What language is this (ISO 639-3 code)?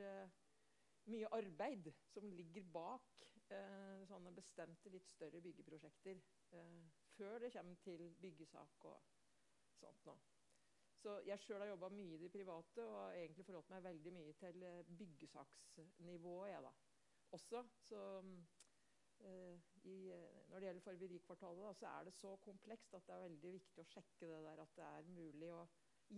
nor